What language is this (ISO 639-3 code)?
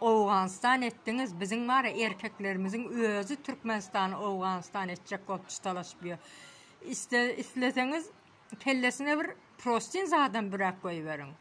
tuk